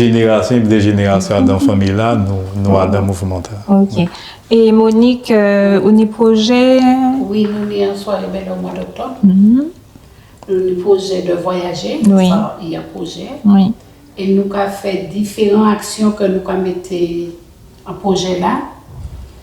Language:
Guadeloupean Creole French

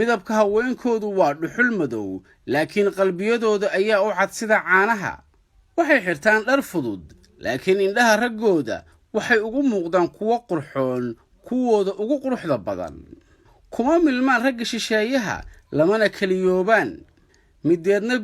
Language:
Somali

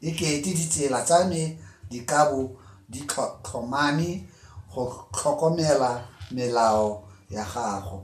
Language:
Tswana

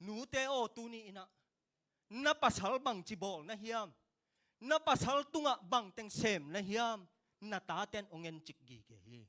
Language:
Tedim Chin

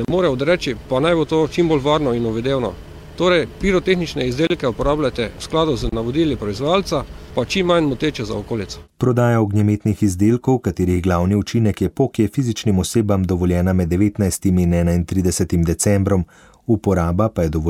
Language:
Slovenian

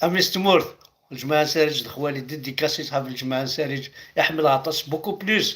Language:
Kabyle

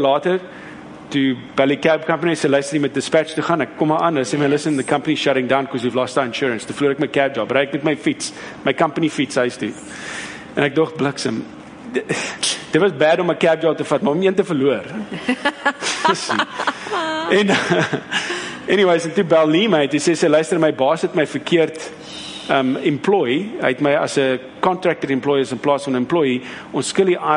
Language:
Afrikaans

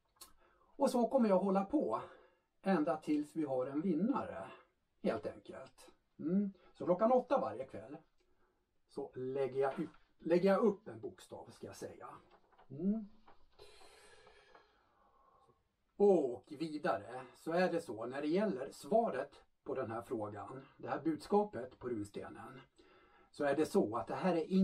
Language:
Swedish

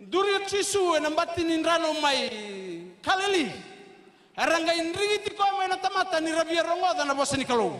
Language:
Fijian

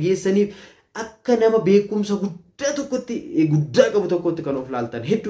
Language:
Oromo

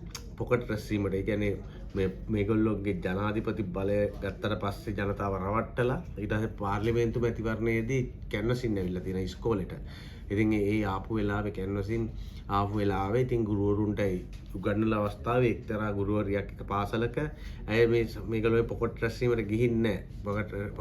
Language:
Sinhala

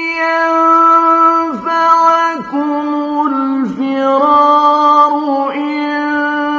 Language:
Arabic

